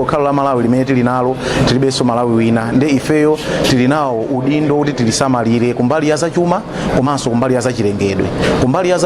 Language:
Nyanja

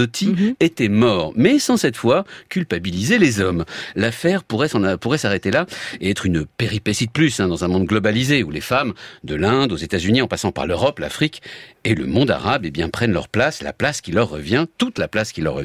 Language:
French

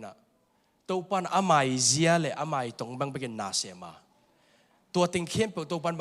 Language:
Tedim Chin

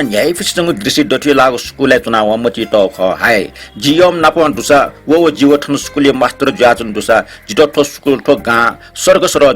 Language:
Newari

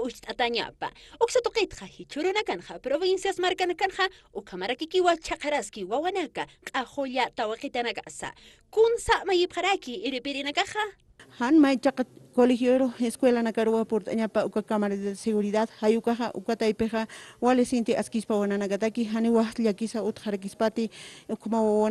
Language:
Aymara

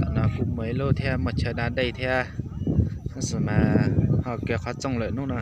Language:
Hmong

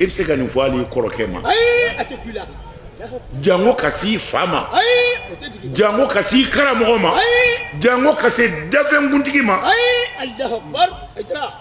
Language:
Bambara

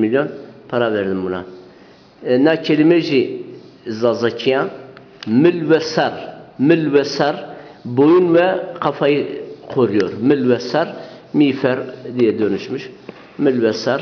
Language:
Zaza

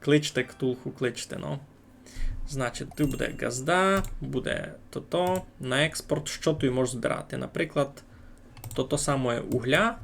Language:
Rusyn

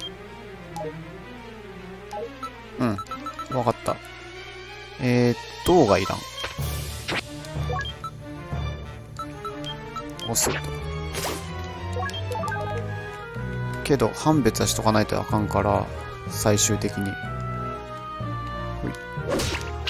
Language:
Japanese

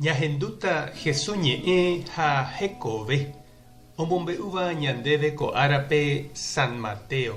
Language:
Guarani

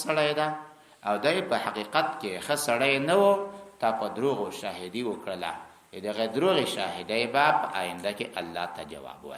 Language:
Pashto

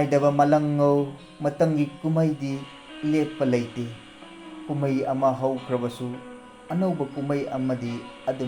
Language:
Manipuri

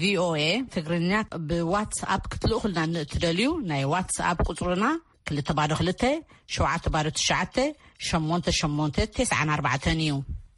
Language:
Tigrinya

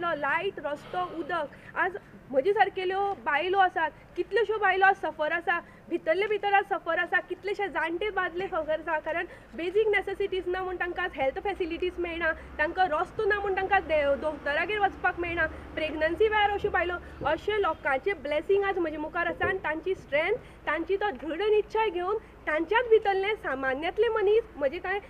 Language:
Konkani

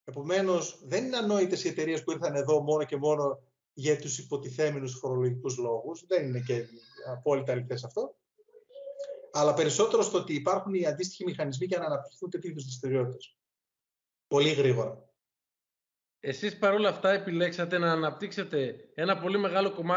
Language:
Greek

